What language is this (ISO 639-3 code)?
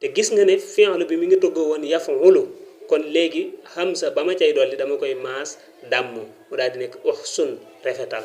wol